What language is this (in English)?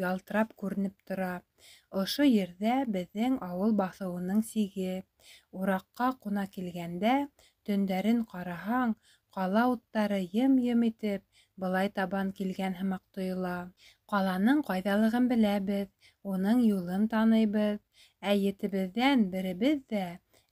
Bashkir